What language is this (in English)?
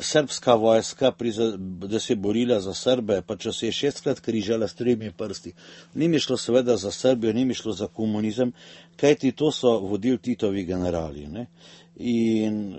Slovenian